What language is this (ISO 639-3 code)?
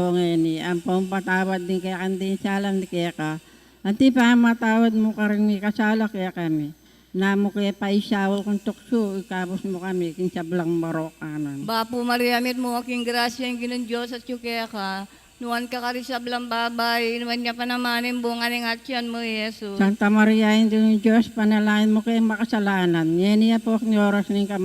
pam